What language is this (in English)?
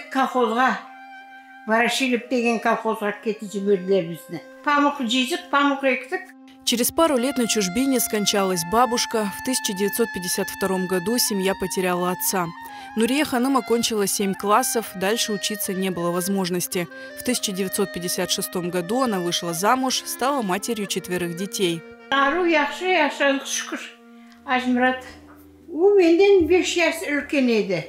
Crimean Tatar